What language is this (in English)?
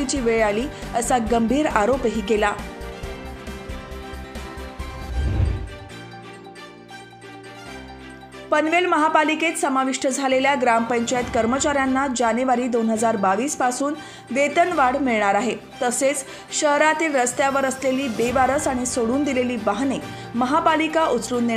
Marathi